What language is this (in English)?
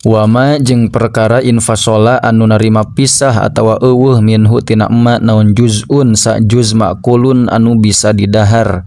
Sundanese